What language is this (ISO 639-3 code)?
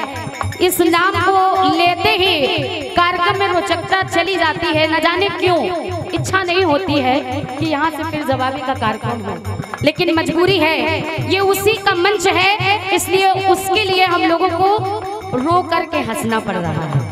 hin